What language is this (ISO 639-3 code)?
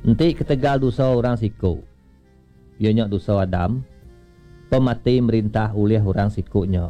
iba